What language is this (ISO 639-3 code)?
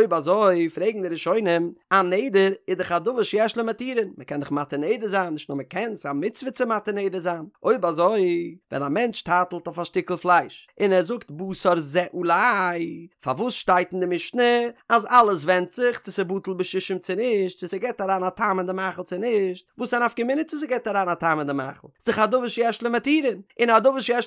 yid